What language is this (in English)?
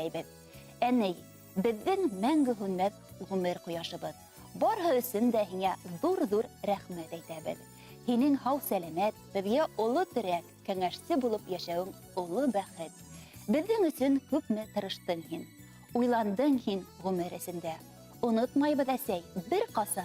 Bashkir